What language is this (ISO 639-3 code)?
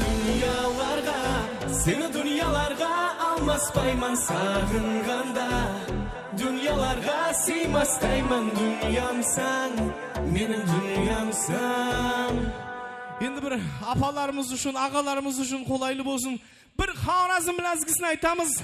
kaa